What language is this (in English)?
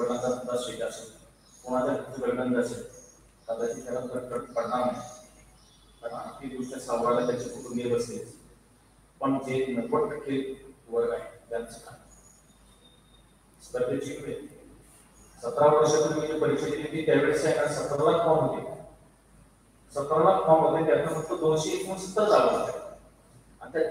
Marathi